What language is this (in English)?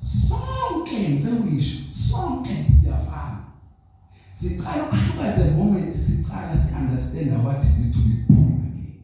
Zulu